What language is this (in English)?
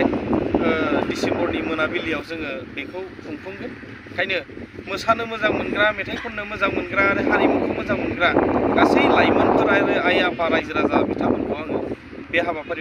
Bodo